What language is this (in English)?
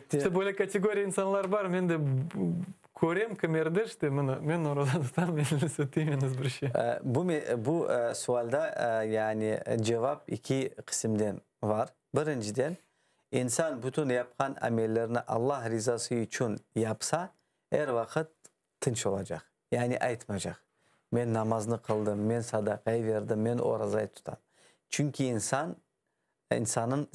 Crimean Tatar